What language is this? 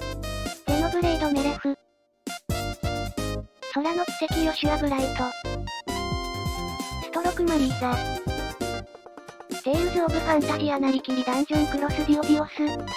Japanese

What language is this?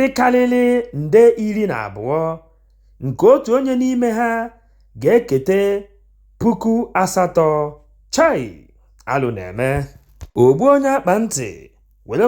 Igbo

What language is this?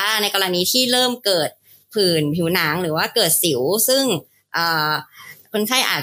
Thai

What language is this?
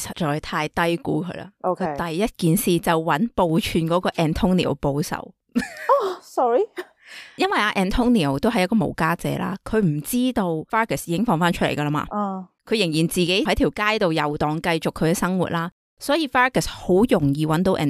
Cantonese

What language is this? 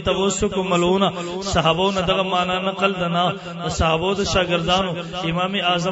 Pashto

